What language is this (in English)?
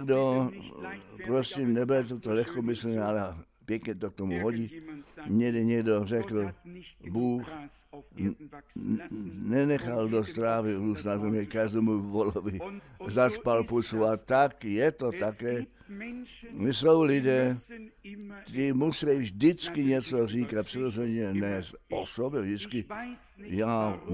Czech